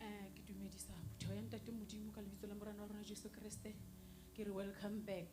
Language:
Southern Sotho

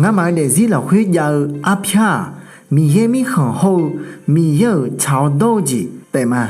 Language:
Akha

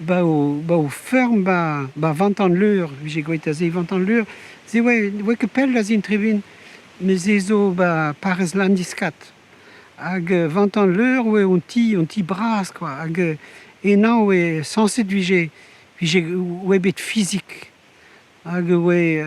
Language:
Breton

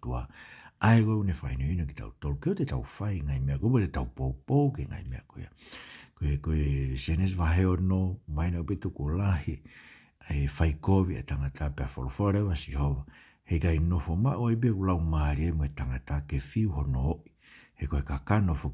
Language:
Tongan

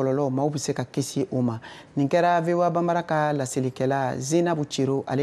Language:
Bambara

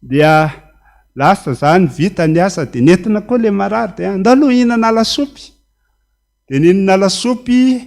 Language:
Malagasy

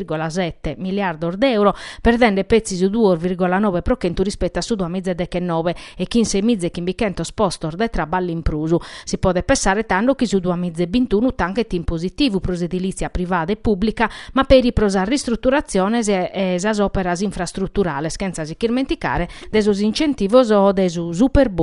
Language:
Sardinian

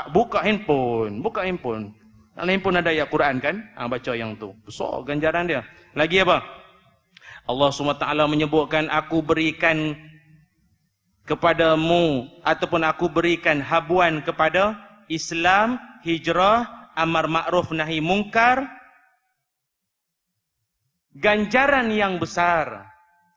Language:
Malay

